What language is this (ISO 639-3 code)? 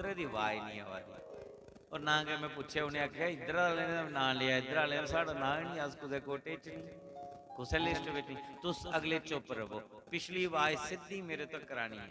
doi